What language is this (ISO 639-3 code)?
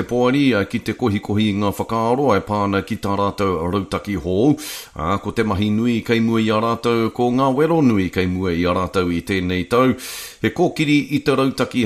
mri